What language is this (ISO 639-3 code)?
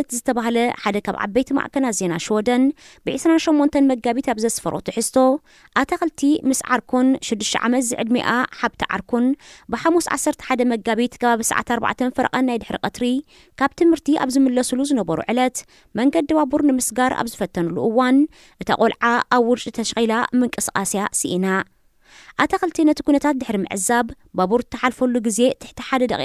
tir